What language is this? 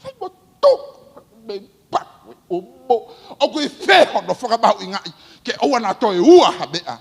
Tongan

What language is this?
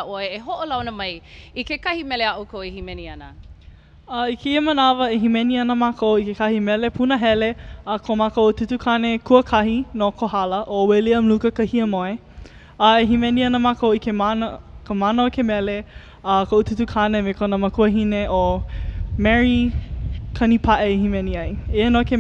Hawaiian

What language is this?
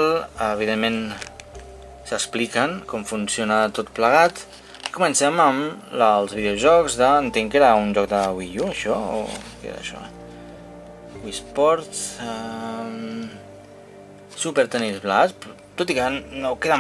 Catalan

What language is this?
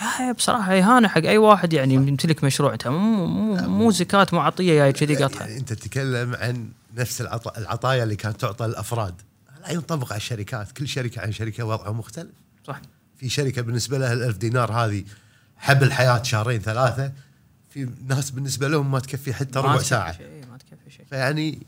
Gulf Arabic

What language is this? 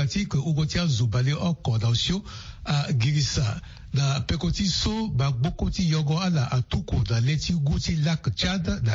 Sango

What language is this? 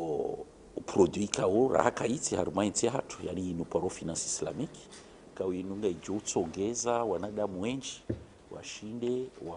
Ngazidja Comorian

